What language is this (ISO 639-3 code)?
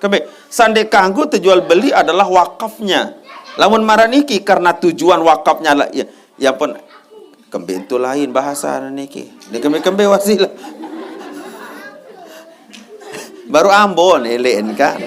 sas